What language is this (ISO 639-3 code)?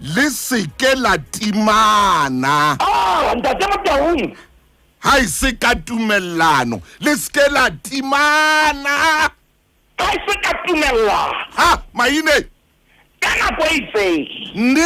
sot